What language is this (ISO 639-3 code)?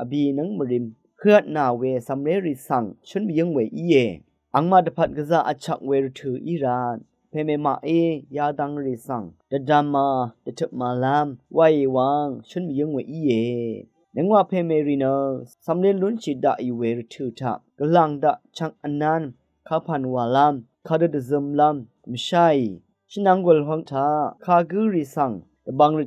raw